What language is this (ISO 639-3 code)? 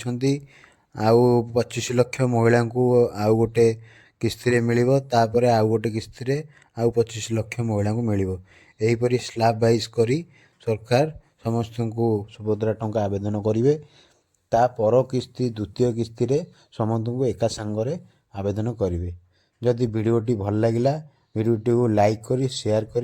ori